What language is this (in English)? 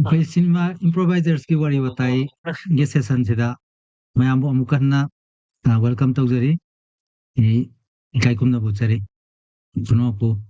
Manipuri